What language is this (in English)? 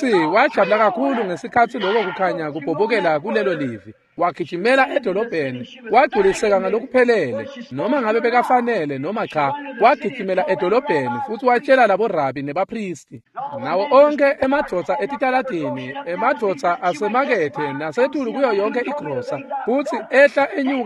Swati